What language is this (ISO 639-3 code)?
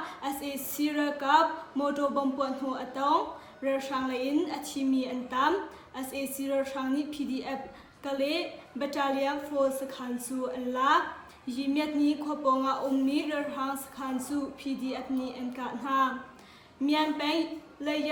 cnh